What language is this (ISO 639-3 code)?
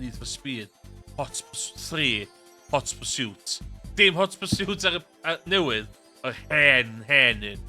cym